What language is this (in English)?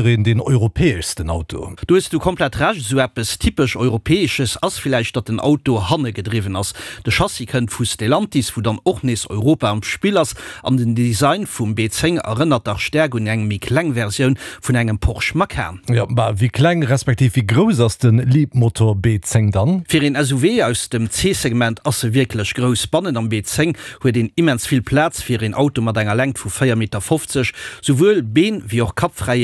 Luxembourgish